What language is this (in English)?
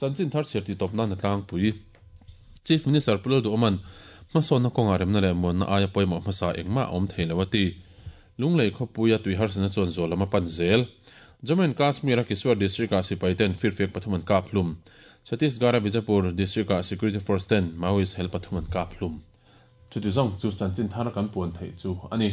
Mizo